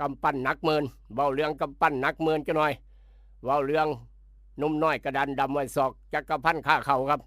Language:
Northeastern Thai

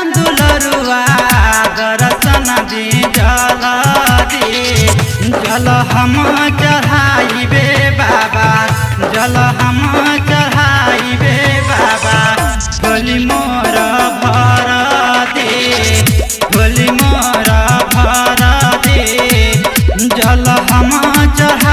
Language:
Bhojpuri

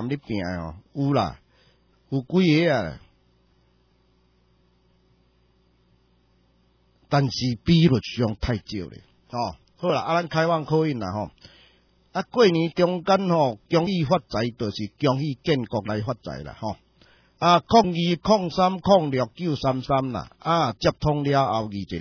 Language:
Min Nan Chinese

